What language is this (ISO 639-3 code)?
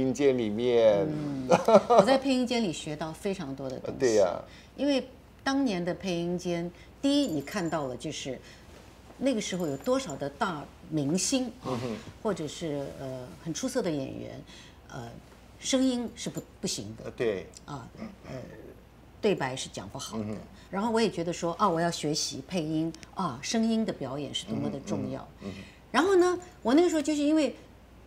zho